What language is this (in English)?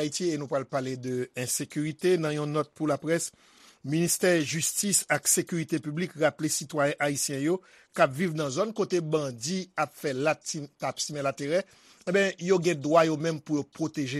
Haitian Creole